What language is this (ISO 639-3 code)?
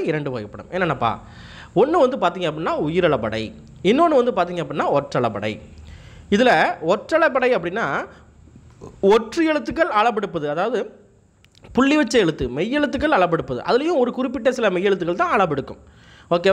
tam